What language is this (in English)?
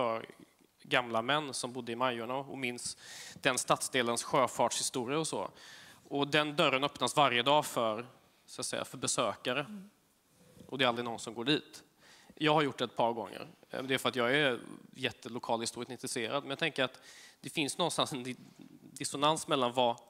Swedish